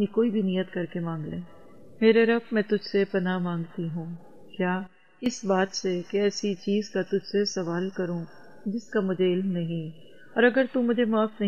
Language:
Urdu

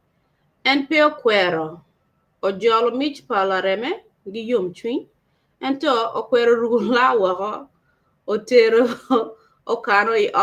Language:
Acoli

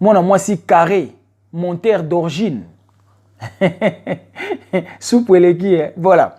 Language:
Lingala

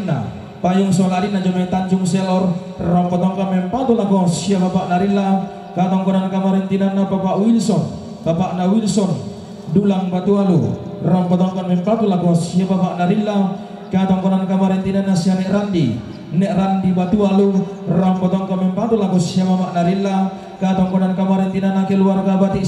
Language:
Toraja-Sa'dan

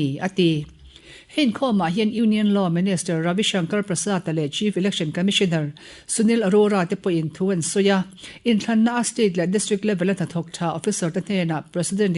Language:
Mizo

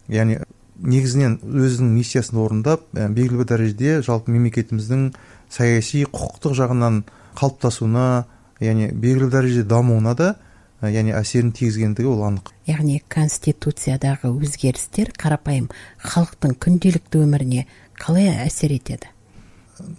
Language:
Kazakh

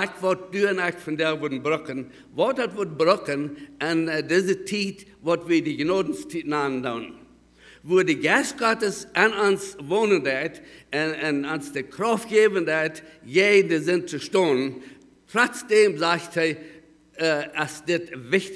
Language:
Plautdietsch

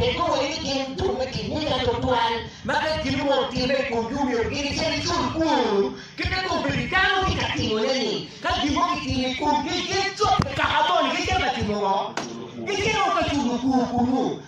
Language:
Acoli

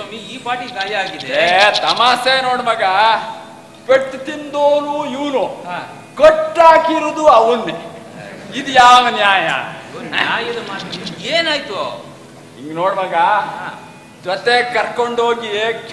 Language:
Kannada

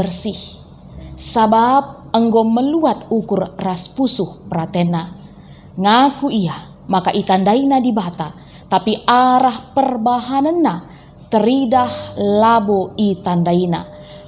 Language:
Batak Karo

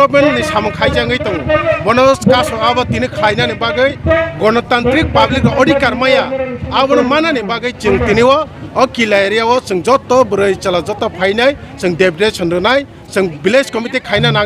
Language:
Kok Borok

